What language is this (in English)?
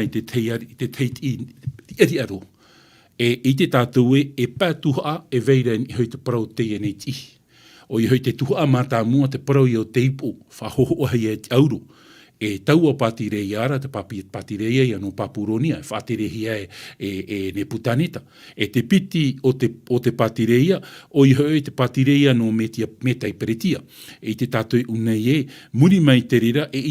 Tahitian